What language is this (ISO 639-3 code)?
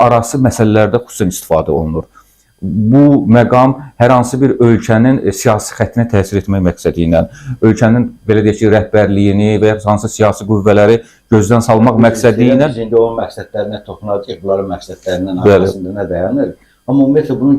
aze